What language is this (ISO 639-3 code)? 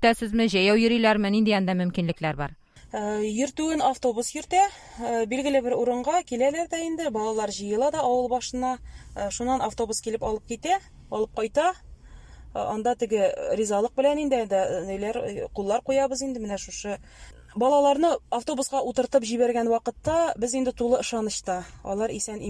tat